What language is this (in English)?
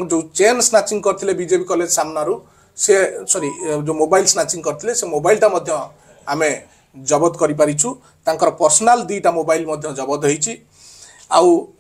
Odia